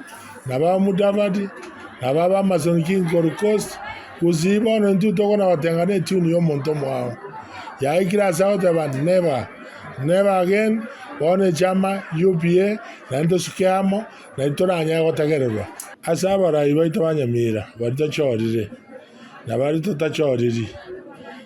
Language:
Gusii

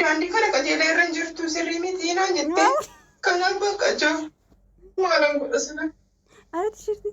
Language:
Oromo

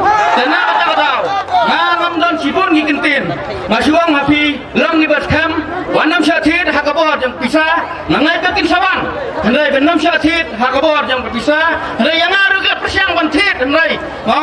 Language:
Khasi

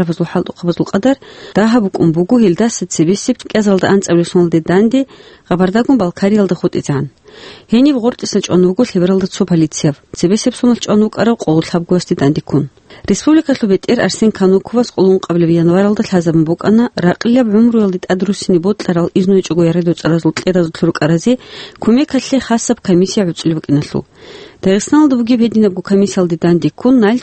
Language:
Avaric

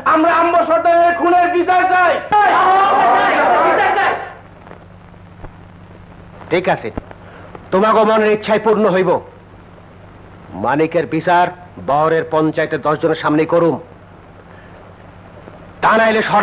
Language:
Bangla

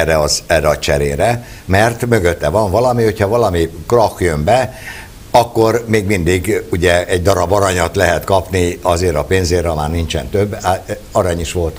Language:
Hungarian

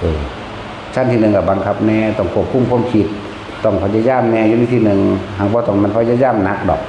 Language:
Northeastern Thai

